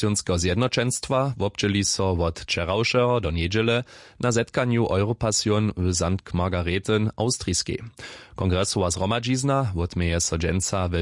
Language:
Upper Sorbian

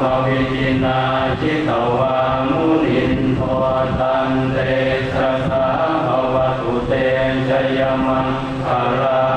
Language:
Pali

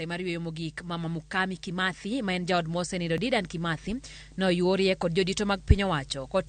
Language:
Luo (Kenya and Tanzania)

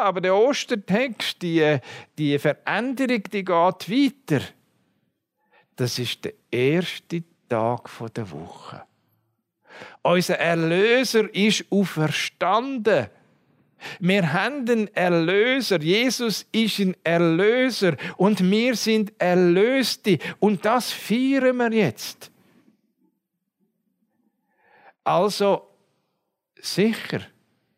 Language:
German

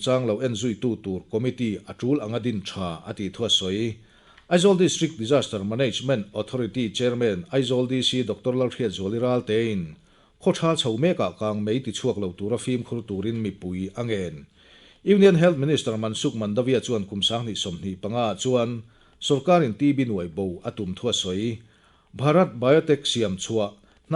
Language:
Mizo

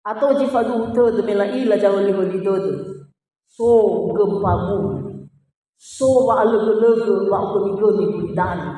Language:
Nias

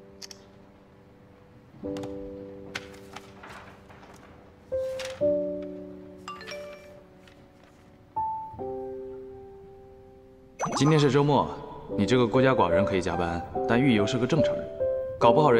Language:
Chinese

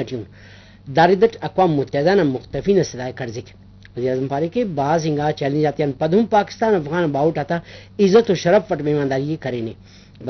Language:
Brahui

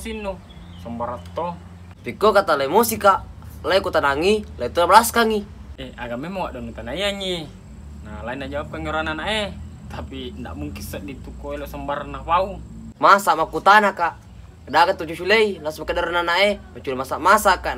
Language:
Makassar Malay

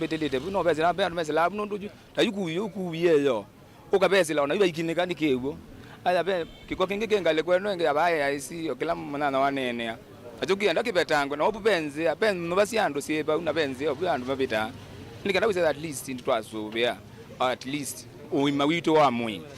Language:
Kamba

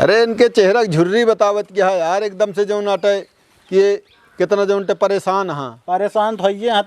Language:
Awadhi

